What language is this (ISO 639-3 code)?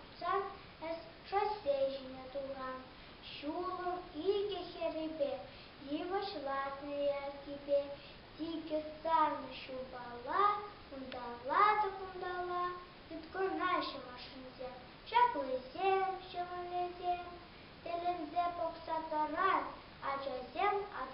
chv